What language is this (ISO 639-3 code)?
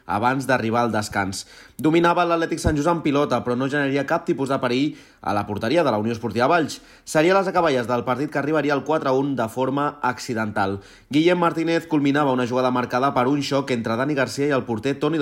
cat